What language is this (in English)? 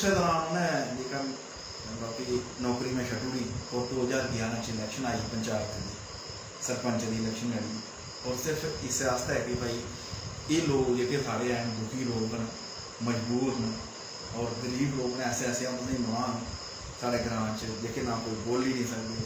Dogri